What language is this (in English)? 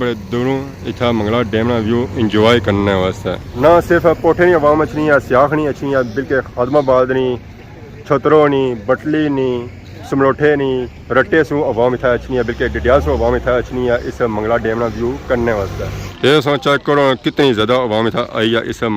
Pahari-Potwari